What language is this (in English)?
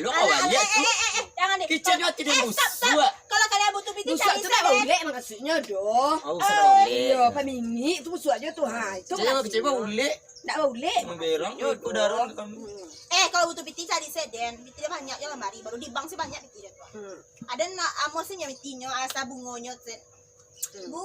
Minangkabau